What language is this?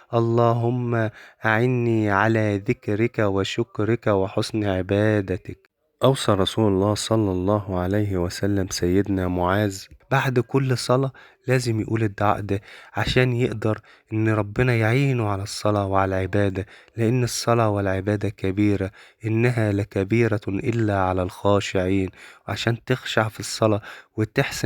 Egyptian Arabic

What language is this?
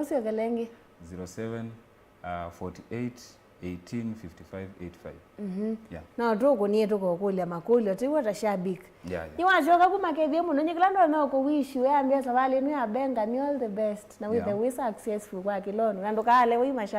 Kamba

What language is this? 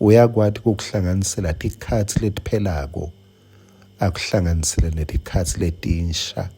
Swati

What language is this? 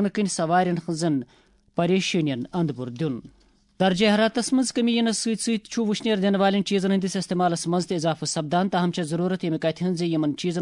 Kashmiri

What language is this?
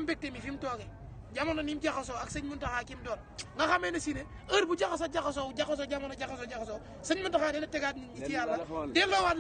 Wolof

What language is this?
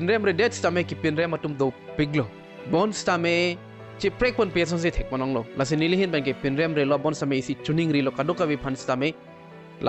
Karbi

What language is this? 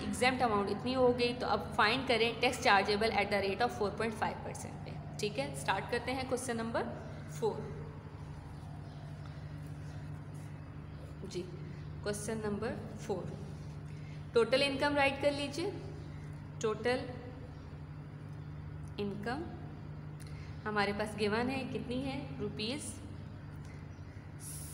Hindi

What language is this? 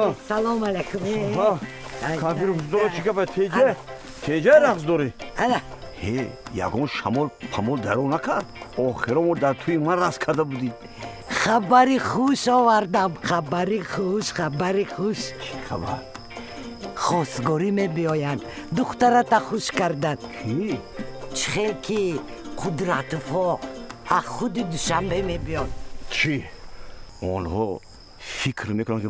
Tajik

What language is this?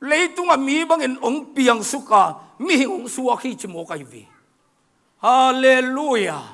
Tedim Chin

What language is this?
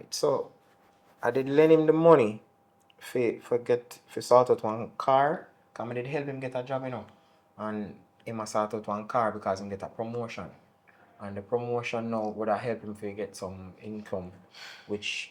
Jamaican Creole English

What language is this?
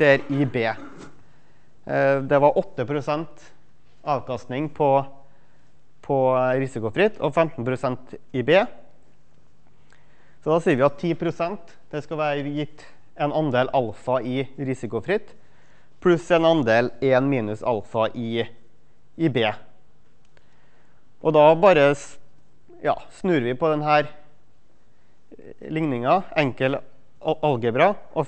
Norwegian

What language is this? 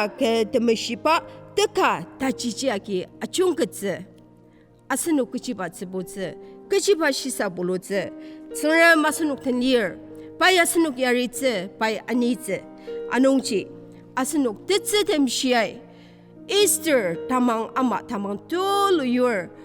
Ao Naga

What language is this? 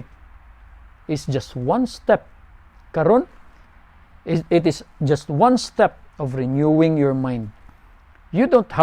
Cebuano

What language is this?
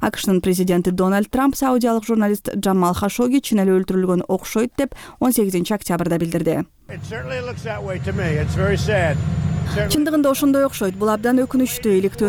Kyrgyz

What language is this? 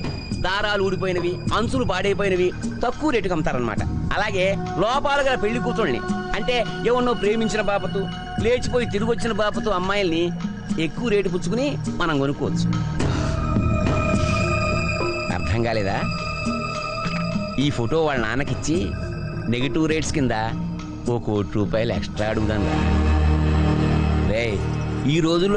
Telugu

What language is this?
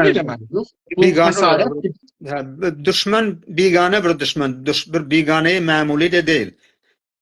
South Azerbaijani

